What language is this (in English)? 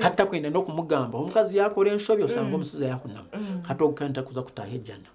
Nyankole